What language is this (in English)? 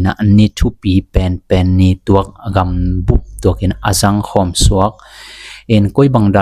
Tedim Chin